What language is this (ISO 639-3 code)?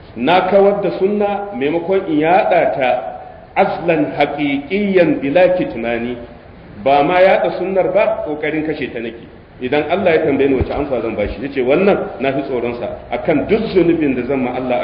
hau